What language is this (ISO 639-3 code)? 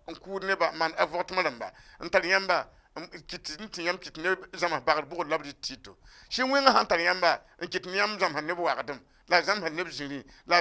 mos